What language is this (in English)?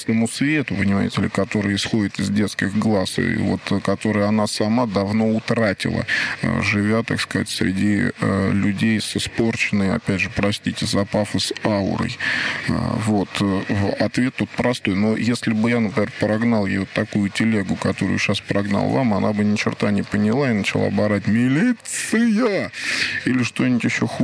Russian